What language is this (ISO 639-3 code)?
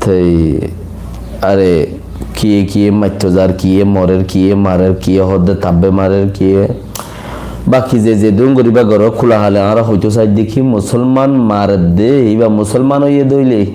rhg